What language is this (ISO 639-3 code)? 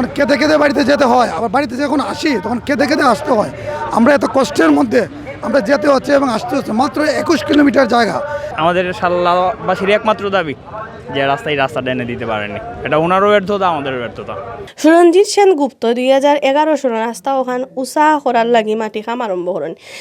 syl